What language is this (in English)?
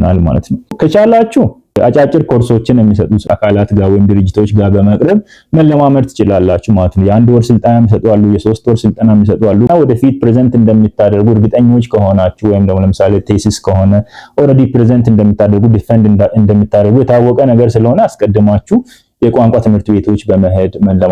Amharic